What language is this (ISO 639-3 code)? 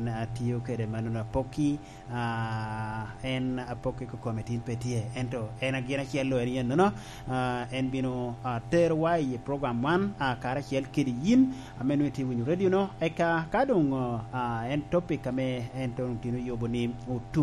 laj